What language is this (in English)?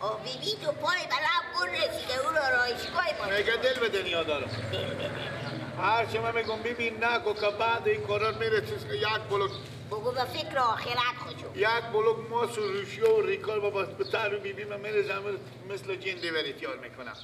Persian